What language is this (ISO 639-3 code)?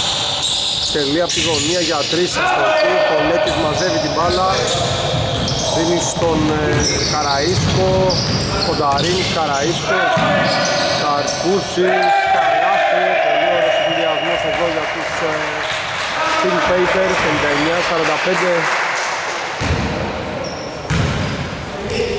ell